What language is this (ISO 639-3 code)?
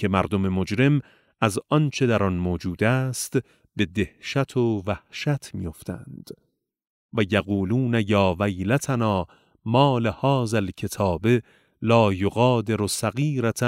fas